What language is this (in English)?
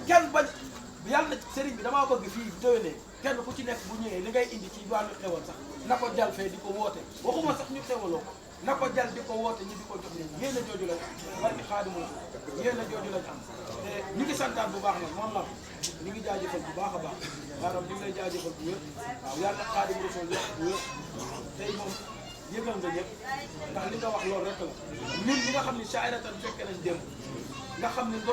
Wolof